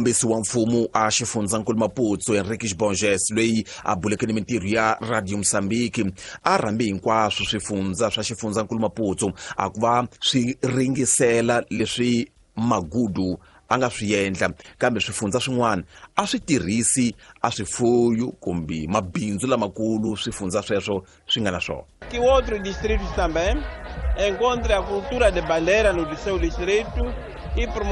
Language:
Tsonga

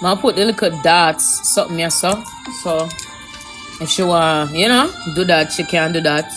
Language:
Jamaican Creole English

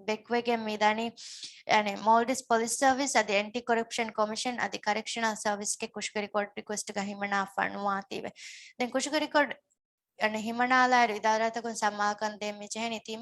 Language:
Divehi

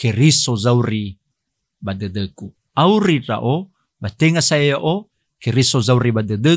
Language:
Nias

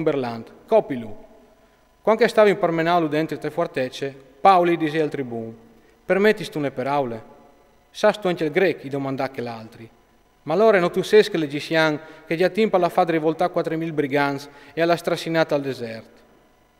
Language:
Friulian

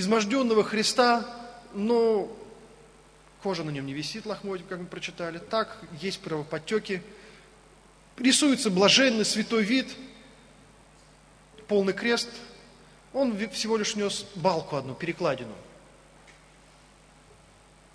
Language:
Russian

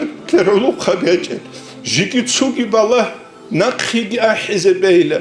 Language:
Avaric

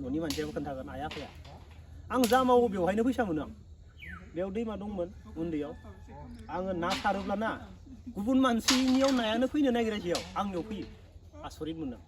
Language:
Bodo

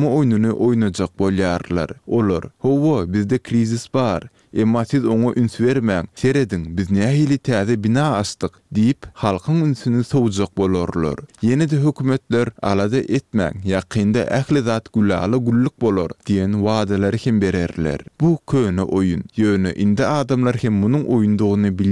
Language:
Turkmen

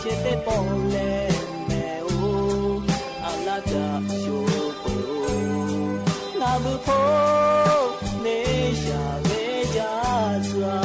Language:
Lahu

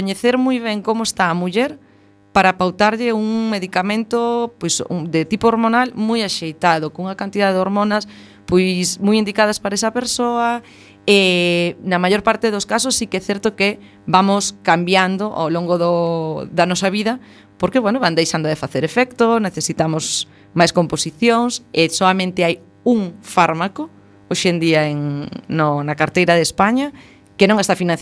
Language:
Galician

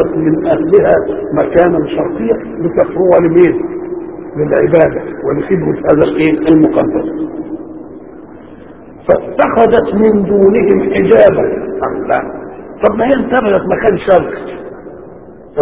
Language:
Egyptian Arabic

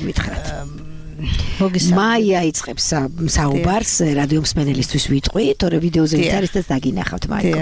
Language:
Georgian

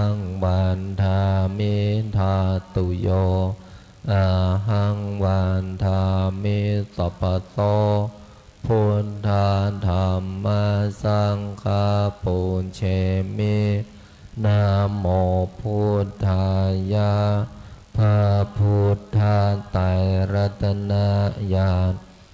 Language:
Pali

